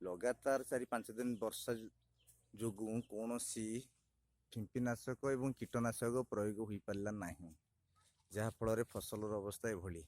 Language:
Odia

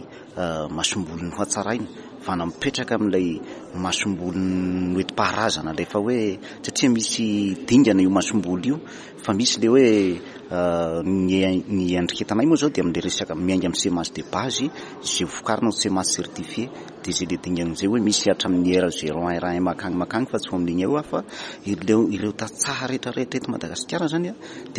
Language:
Malagasy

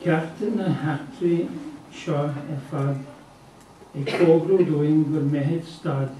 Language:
Irish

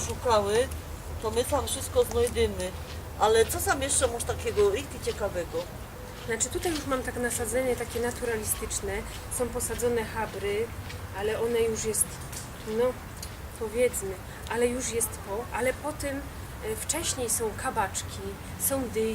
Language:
Silesian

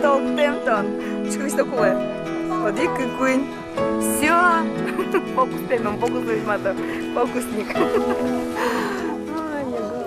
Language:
Udmurt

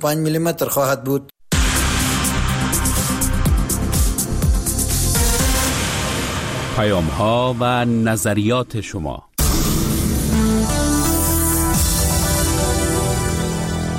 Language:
Persian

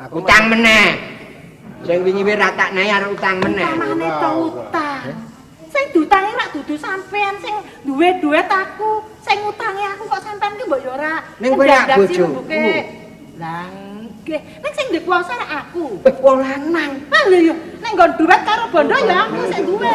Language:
Javanese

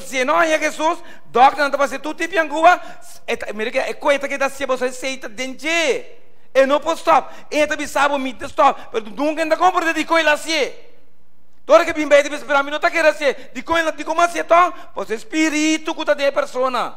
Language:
Papiamento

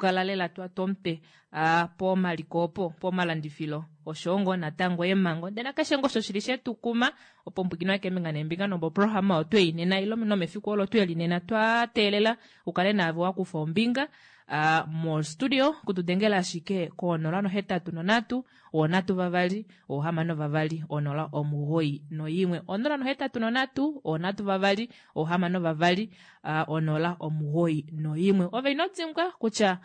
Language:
Kuanyama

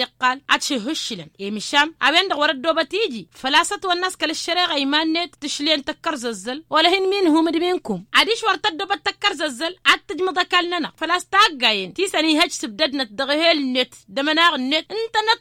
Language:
Tamasheq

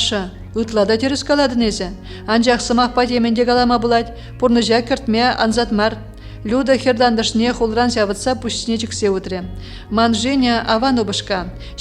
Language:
Chuvash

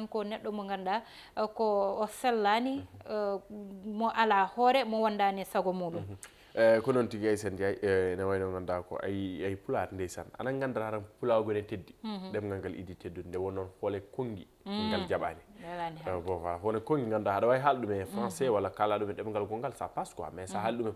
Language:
Fula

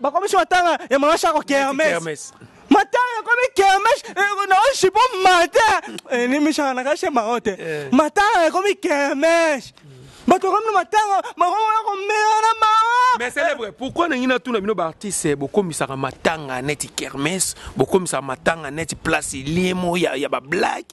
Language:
Lingala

